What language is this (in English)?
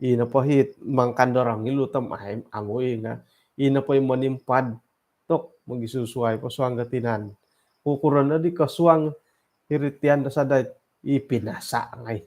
Central Dusun